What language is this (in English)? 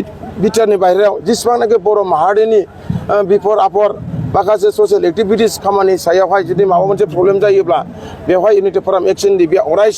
Bodo